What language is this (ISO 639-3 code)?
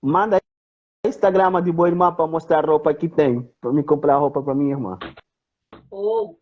kea